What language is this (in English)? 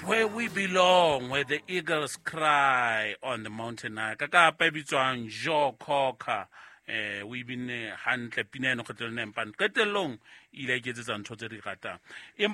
Southern Sotho